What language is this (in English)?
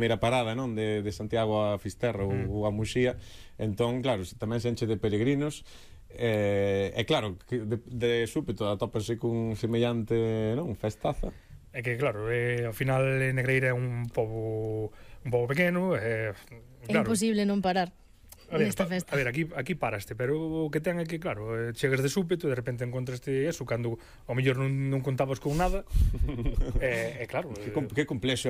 Galician